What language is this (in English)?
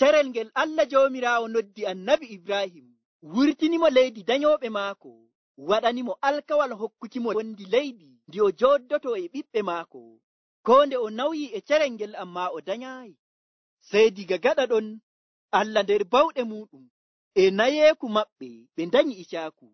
Nigerian Fulfulde